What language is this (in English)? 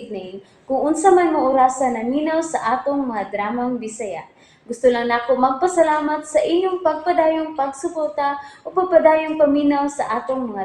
Cebuano